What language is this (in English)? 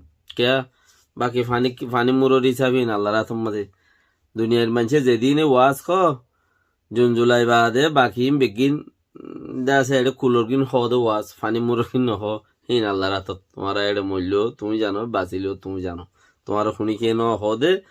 Rohingya